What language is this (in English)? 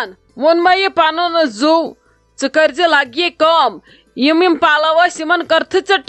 Kashmiri